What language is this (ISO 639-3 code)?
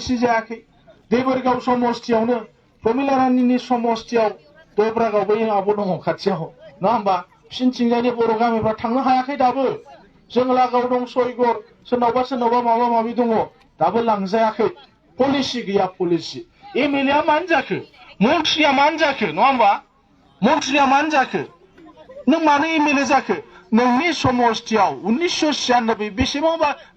brx